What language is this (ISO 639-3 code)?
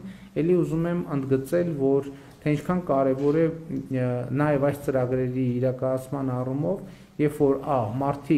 hye